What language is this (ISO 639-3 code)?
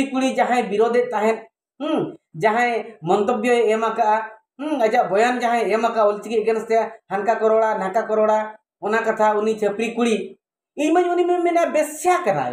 sat